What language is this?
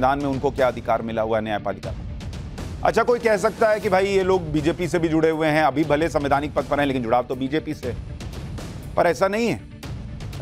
Hindi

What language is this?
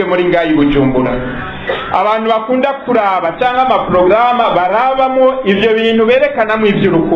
Rundi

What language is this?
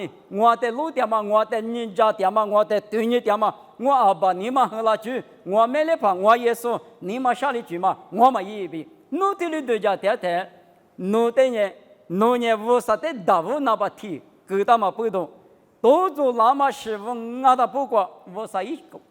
Lisu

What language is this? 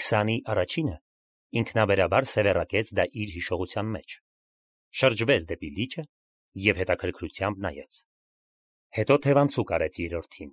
Armenian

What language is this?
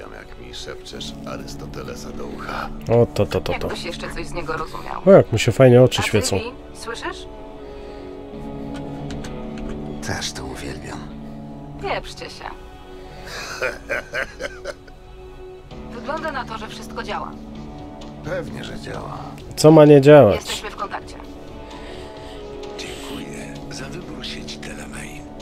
Polish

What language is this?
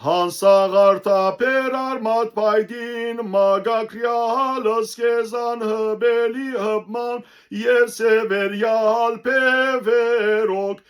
Western Armenian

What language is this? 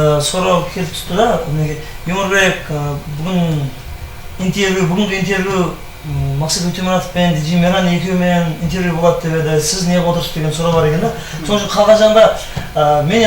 Kara-Kalpak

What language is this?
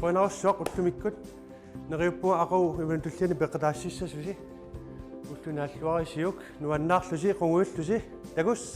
Kalaallisut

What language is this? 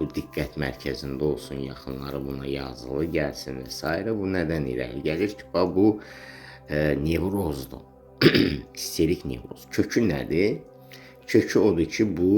Azerbaijani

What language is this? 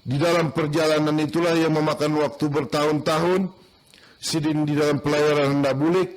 Banjar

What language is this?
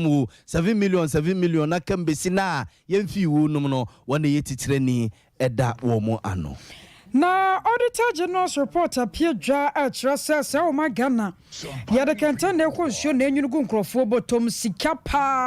Akan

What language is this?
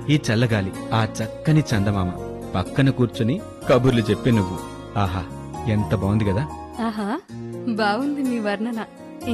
Telugu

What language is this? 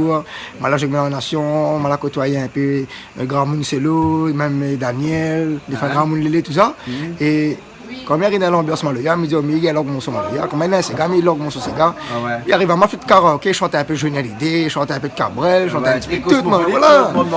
Réunion Creole French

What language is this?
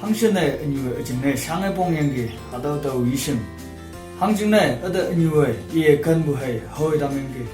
Konyak Naga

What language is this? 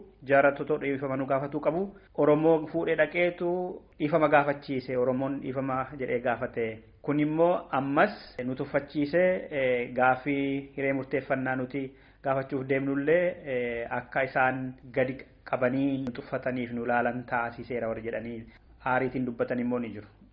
Oromo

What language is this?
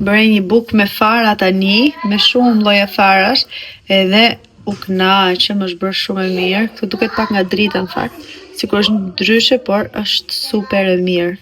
Albanian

